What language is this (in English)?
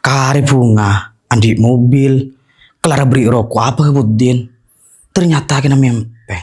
Madurese